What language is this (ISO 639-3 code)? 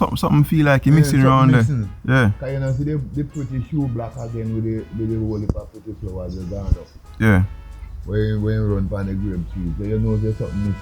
jam